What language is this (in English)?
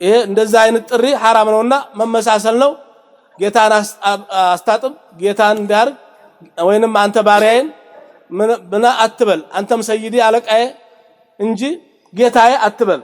Amharic